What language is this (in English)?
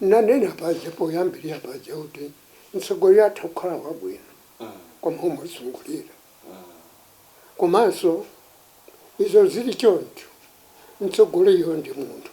Nyanja